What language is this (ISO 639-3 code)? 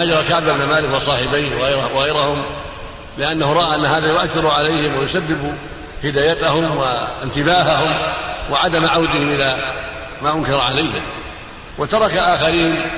ara